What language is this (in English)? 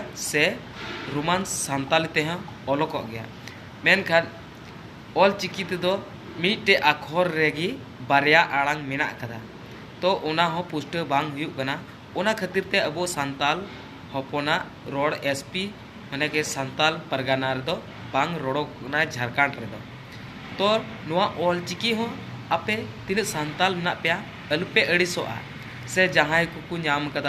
Santali